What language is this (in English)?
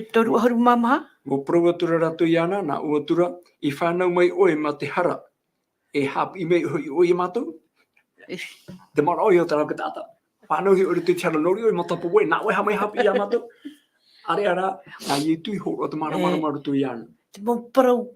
Tahitian